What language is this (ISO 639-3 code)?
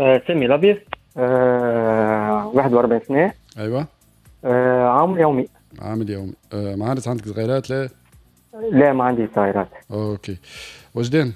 aeb